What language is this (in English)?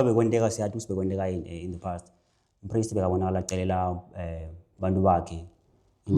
Zulu